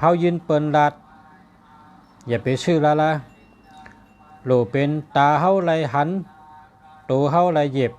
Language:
Shan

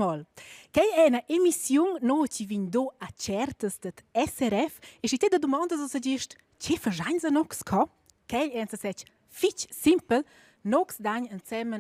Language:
Romansh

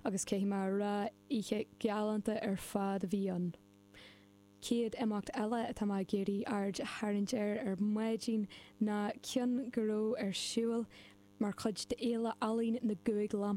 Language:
Irish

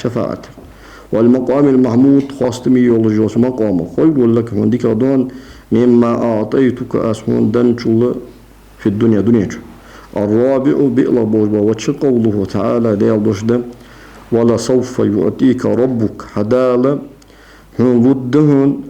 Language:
Ingush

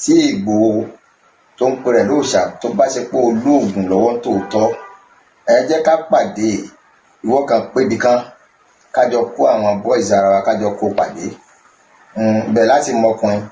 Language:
Yoruba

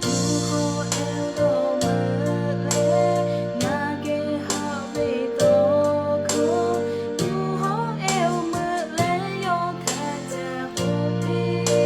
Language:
Lahu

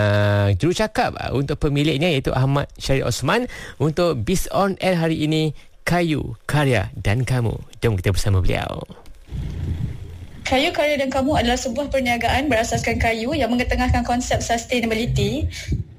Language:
Malay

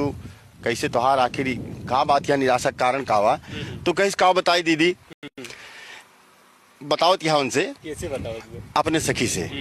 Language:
Bhojpuri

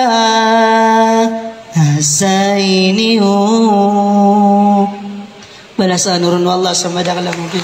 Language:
Maranao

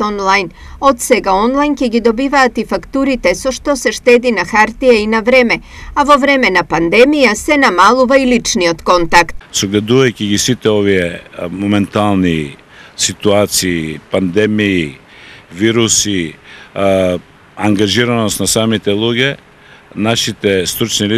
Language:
Macedonian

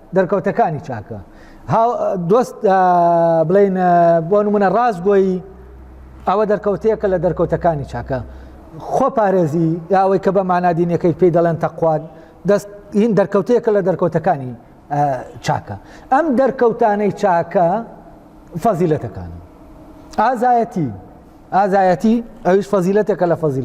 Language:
Central Kurdish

